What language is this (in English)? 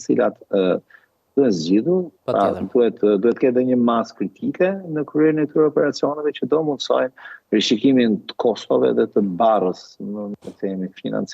Albanian